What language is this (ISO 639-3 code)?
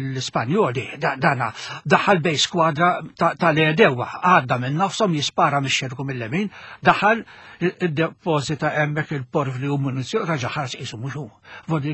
mlt